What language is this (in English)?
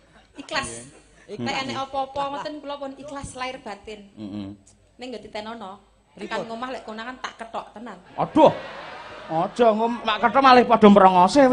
Javanese